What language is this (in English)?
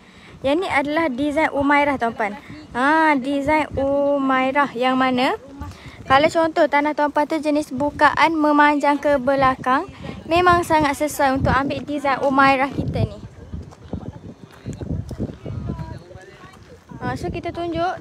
Malay